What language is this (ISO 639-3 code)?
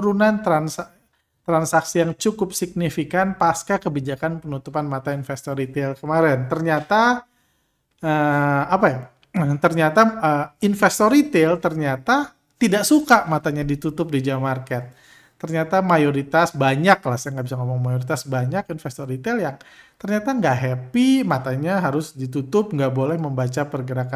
ind